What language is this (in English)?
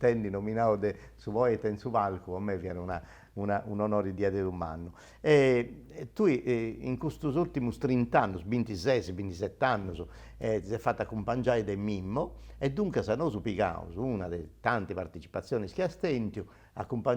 Sardinian